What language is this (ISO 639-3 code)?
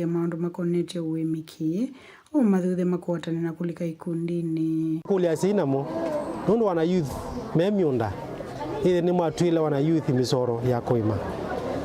kam